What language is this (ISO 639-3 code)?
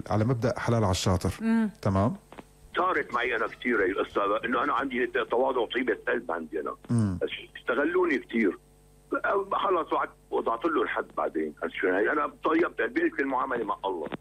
apc